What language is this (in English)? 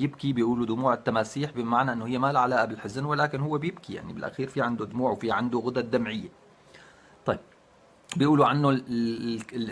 North Levantine Arabic